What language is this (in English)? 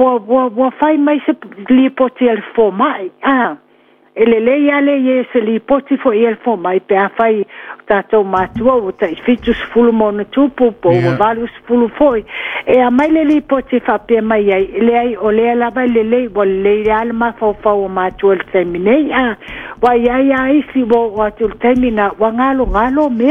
Samoan